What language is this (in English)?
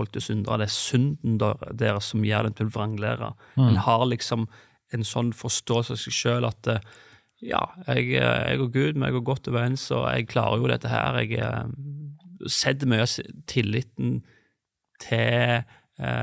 Norwegian